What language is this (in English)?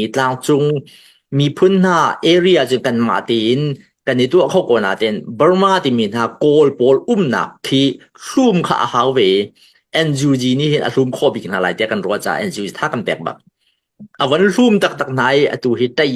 Hakha Chin